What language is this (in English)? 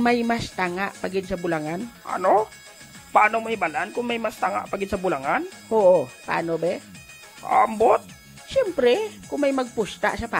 Hiligaynon